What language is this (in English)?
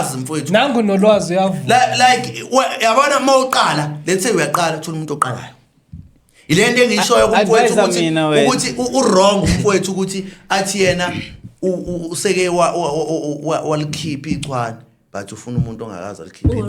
Zulu